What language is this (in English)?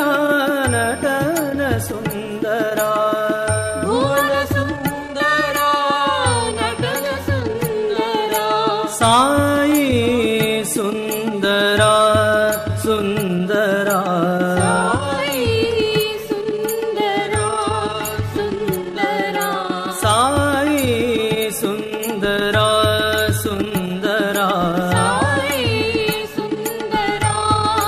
Kannada